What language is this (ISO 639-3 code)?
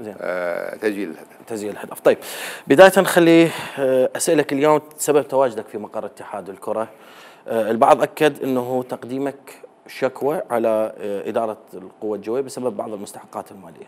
acm